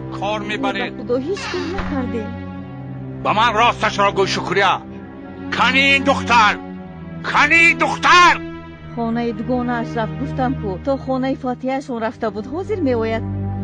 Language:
Tajik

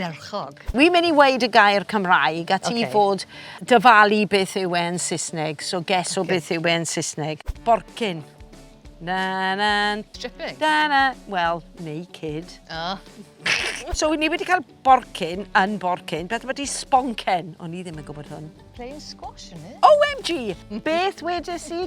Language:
Welsh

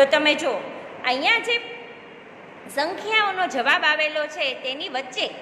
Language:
Gujarati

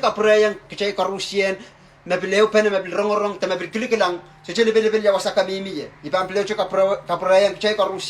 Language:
Pohnpeian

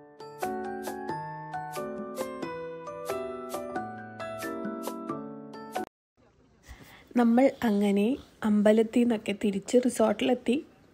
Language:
Malayalam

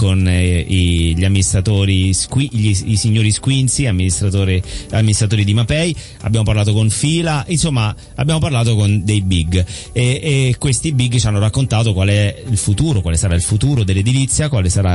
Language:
Italian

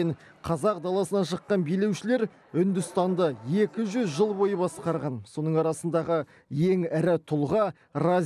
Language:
Kazakh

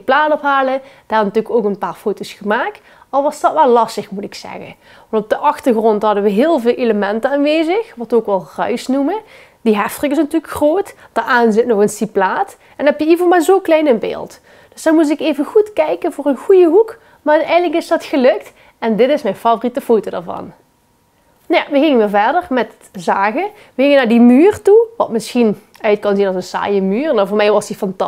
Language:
Limburgish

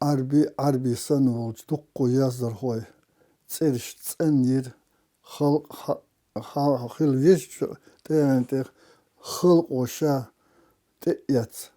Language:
Chechen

